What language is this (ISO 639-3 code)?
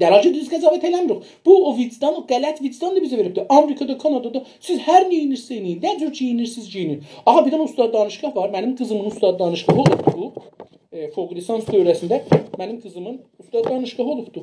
azb